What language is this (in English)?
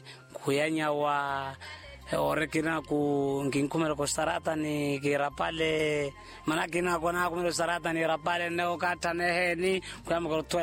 Makhuwa